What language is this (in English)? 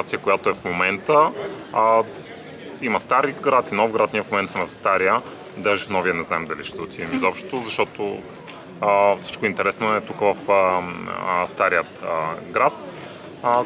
Bulgarian